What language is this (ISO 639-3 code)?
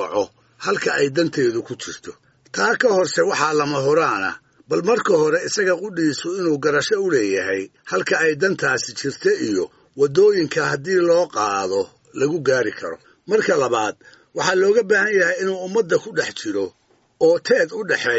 som